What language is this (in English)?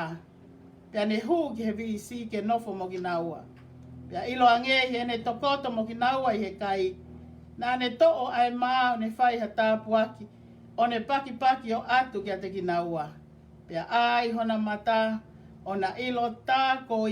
Tongan